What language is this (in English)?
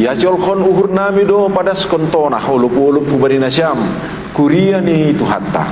Batak Simalungun